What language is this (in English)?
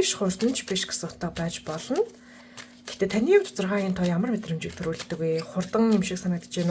Mongolian